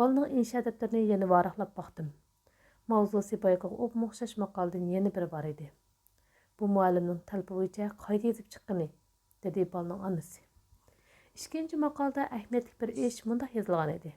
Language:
Uyghur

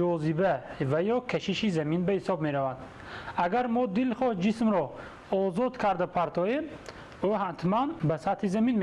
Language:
Tajik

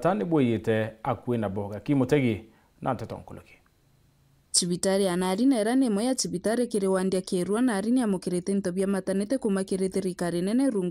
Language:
Meru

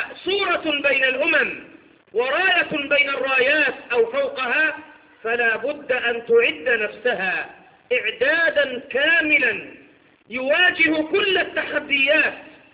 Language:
Arabic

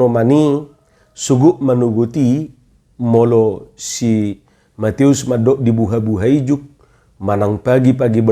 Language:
Batak Toba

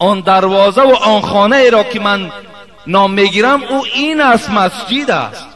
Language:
Tajik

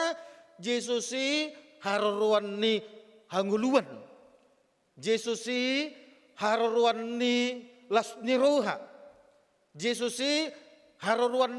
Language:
Batak Toba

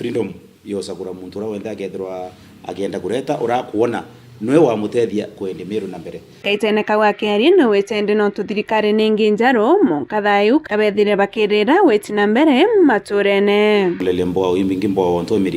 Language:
Meru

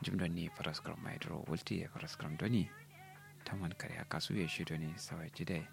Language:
Kanuri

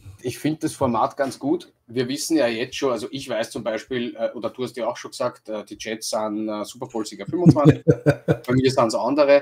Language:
German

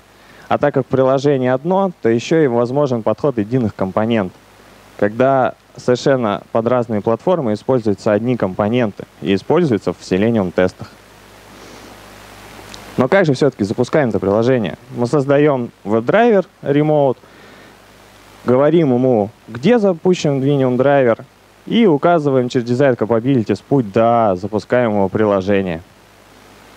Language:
Russian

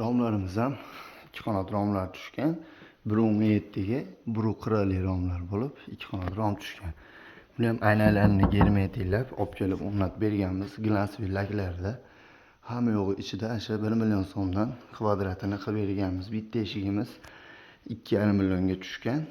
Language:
Uzbek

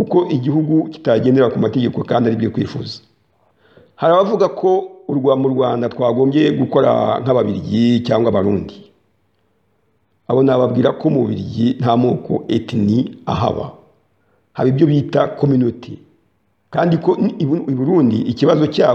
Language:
Kinyarwanda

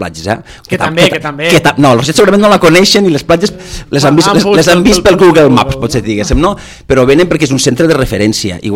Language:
Catalan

